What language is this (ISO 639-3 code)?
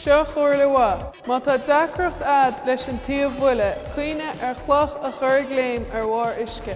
gle